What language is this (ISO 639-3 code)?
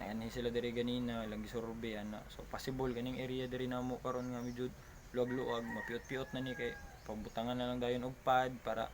ceb